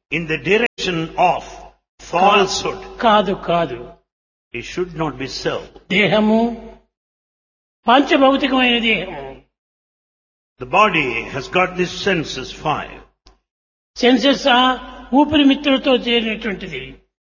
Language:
Telugu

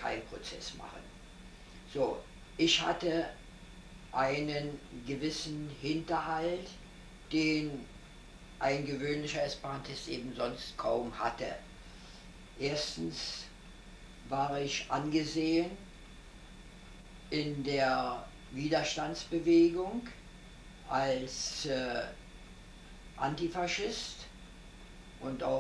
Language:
German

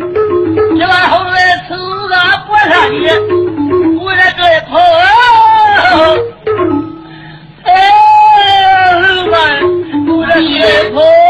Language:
Burmese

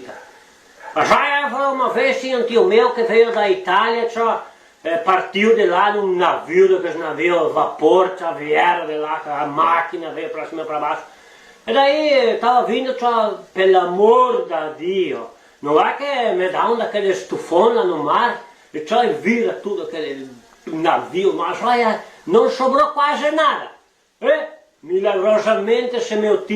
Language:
Venetian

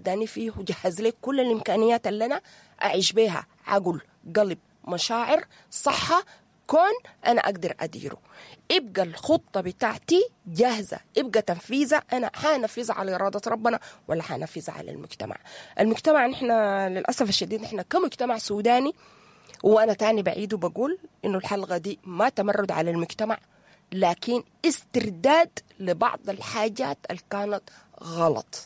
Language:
Sudanese Arabic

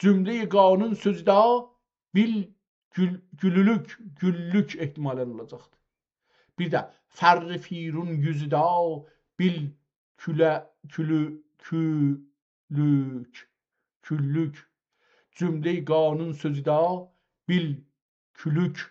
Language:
South Azerbaijani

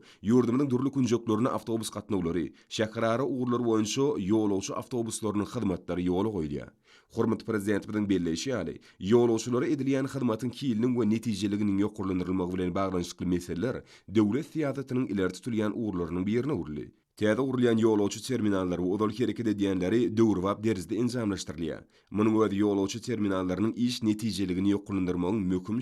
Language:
Turkmen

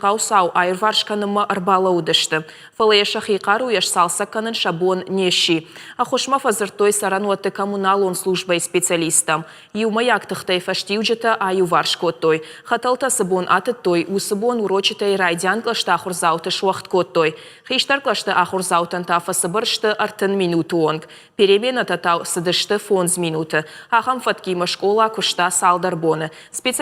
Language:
Ossetic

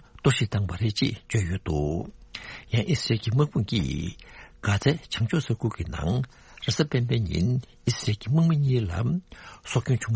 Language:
Tibetan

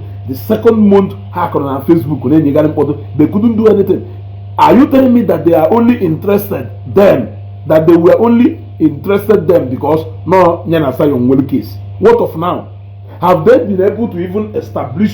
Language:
Igbo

